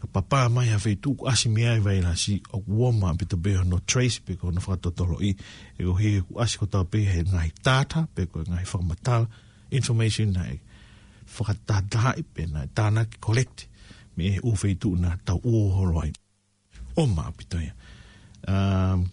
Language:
Tongan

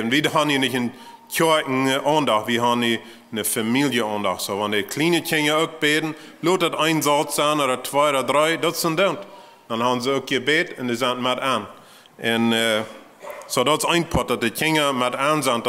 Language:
Plautdietsch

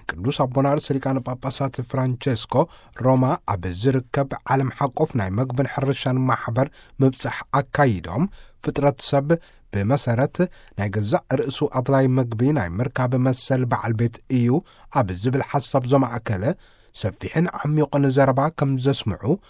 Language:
Tigrinya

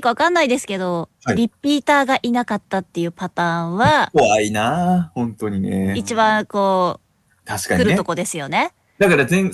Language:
Japanese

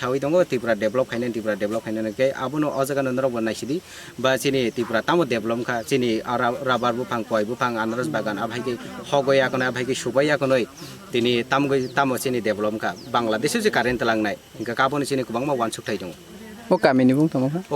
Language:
Kok Borok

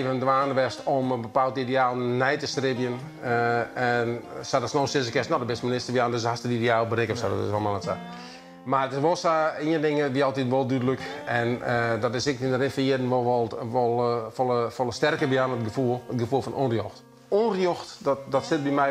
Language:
Western Frisian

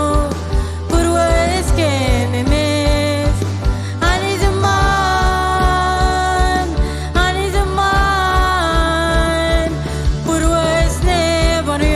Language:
Marshallese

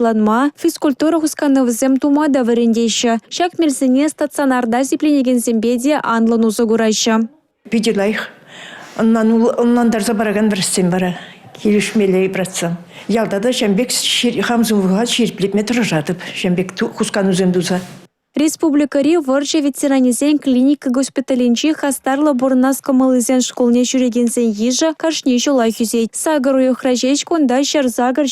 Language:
Chuvash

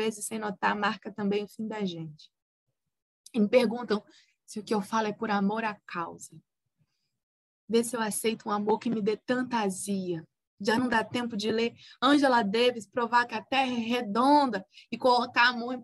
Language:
Portuguese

